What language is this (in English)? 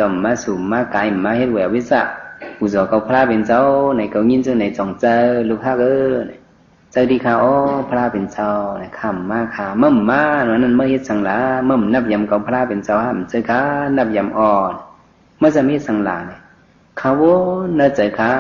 Shan